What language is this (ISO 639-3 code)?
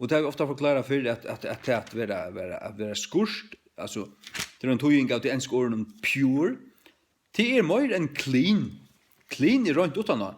fao